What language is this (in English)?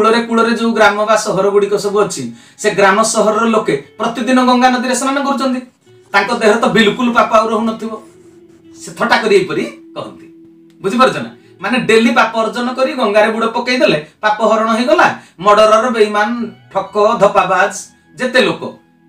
Odia